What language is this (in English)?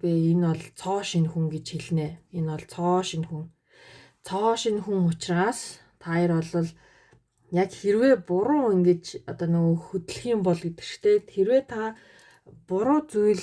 Mongolian